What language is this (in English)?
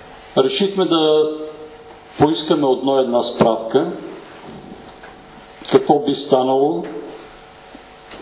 Bulgarian